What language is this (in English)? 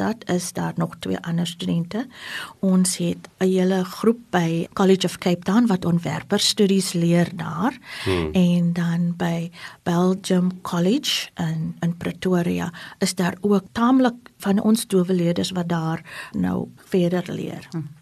Afrikaans